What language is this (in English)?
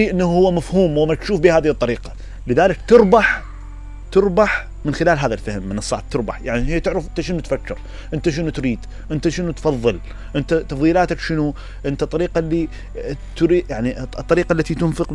Mesopotamian Arabic